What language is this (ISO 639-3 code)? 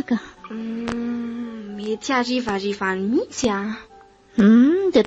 mlg